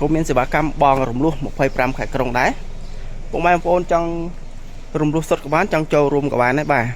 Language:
Khmer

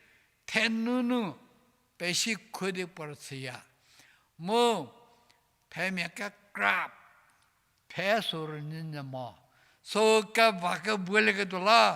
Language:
Angami Naga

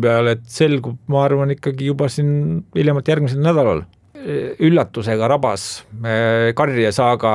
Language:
Estonian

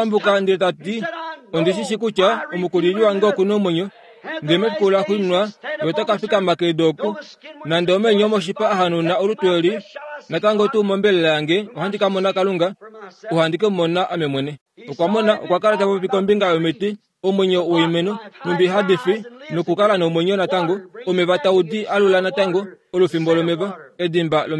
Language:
Kuanyama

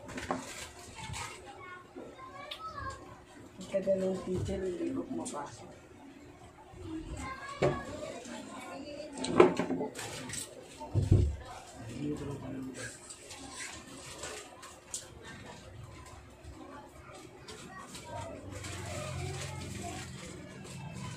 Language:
Filipino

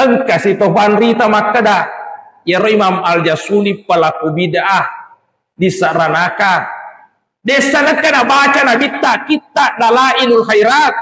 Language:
Buginese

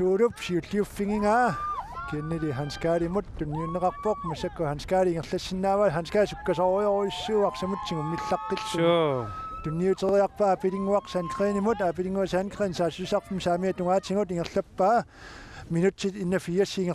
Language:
Kalaallisut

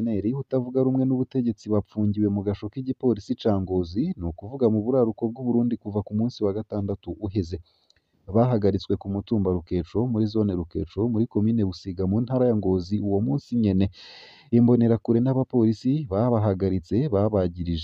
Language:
Rundi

